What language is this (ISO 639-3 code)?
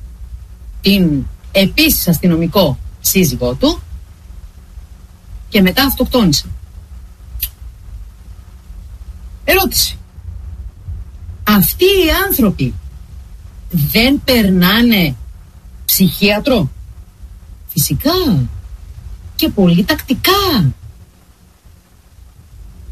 ell